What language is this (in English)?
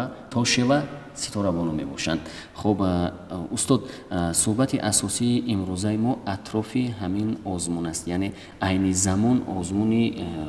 Tajik